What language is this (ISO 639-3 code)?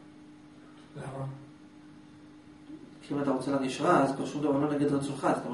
heb